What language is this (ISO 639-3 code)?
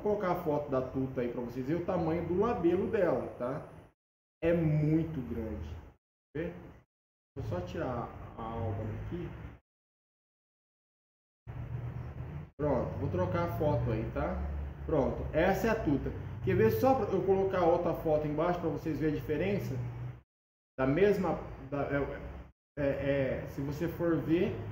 por